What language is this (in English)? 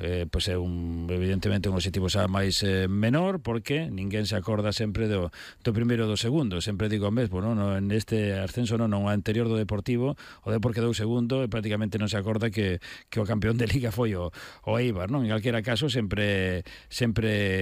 Galician